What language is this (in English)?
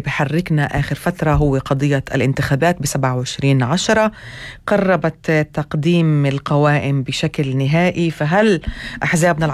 North Levantine Arabic